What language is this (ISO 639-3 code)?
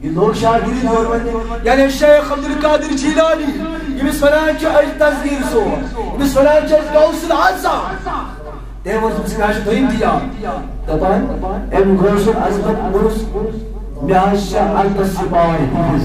kas